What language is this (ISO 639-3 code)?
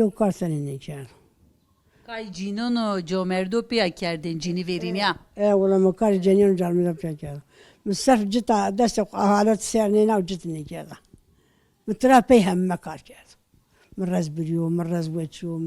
kur